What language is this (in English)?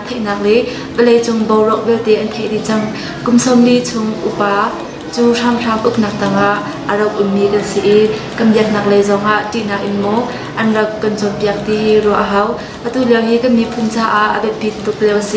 Hakha Chin